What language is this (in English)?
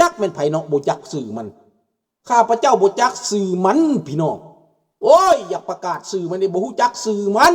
Lao